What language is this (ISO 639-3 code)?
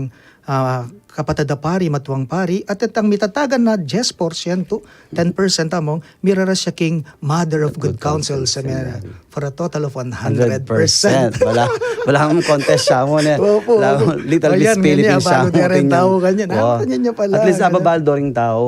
pam